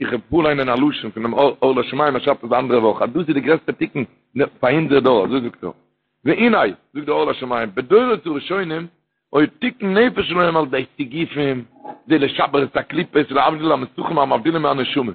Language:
Yiddish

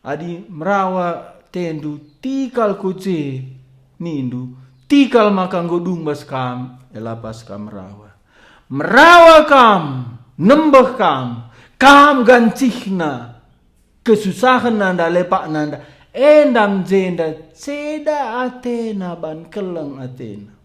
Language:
Batak Karo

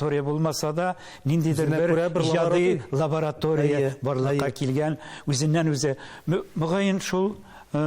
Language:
Tatar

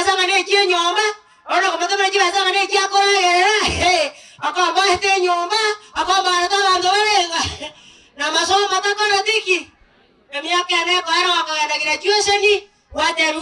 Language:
Gusii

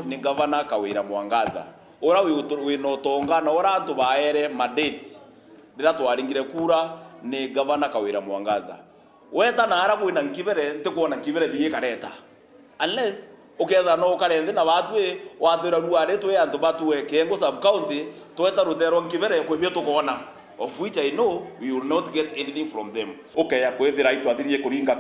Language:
Meru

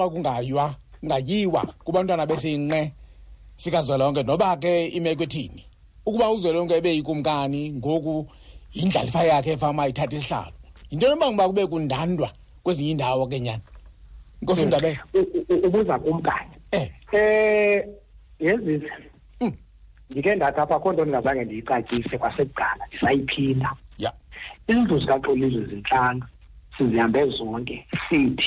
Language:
Xhosa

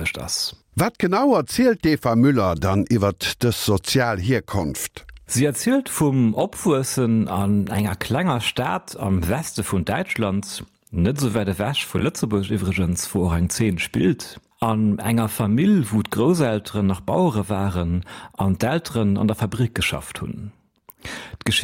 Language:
Luxembourgish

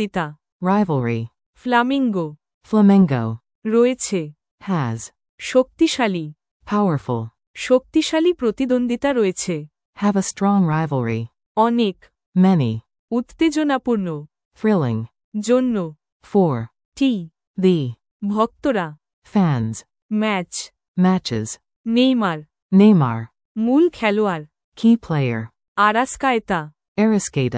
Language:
Bangla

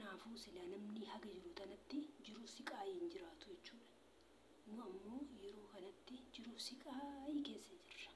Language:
Oromo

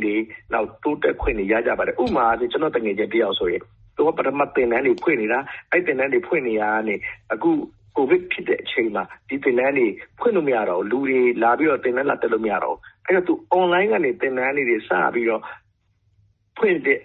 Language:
Burmese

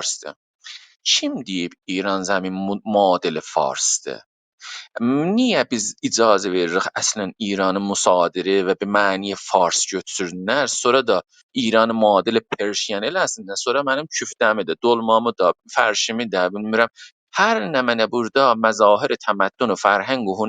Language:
South Azerbaijani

